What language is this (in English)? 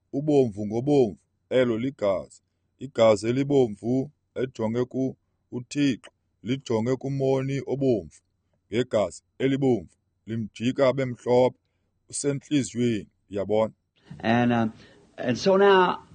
Xhosa